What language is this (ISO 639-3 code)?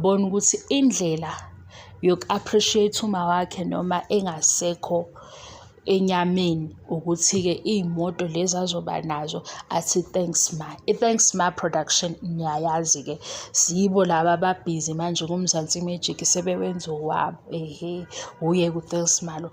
zul